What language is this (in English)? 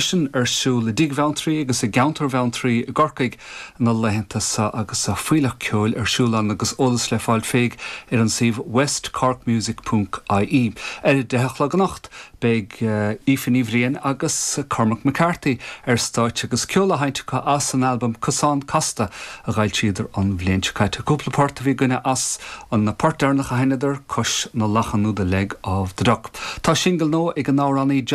Irish